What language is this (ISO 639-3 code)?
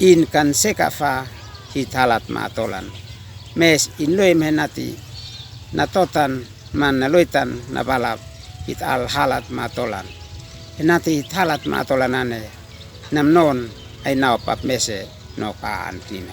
aoz